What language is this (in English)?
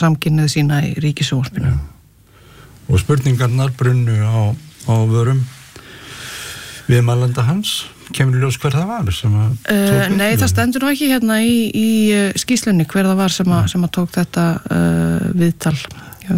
Icelandic